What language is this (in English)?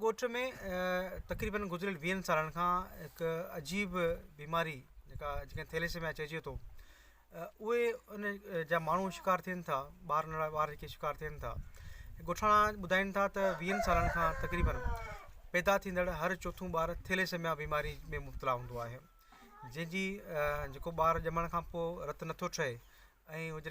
Sindhi